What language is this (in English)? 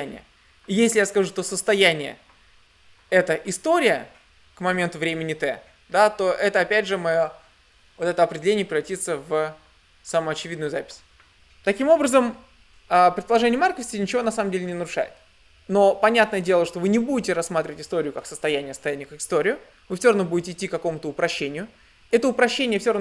Russian